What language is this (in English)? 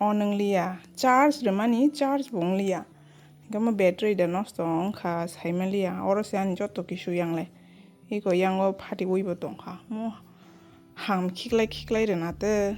Kok Borok